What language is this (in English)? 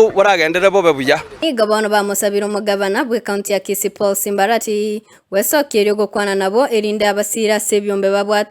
Gusii